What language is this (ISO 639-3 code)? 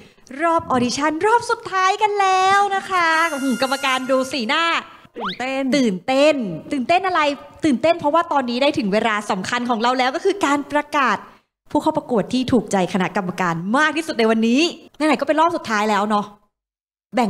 tha